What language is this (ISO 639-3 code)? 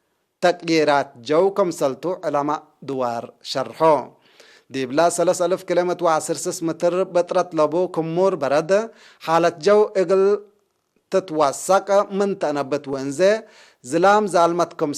tig